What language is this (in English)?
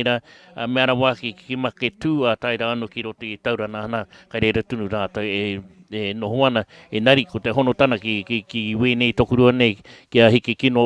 Māori